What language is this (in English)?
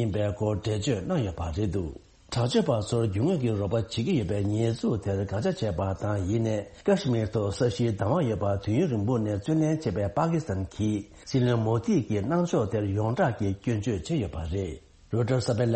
Tibetan